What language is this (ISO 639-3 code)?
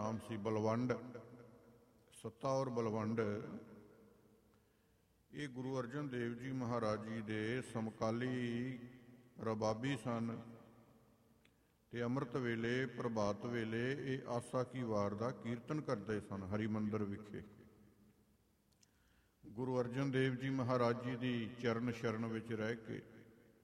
pan